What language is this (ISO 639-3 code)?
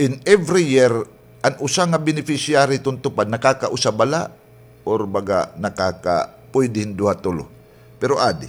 war